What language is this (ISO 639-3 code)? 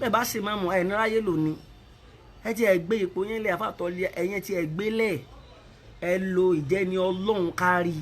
yor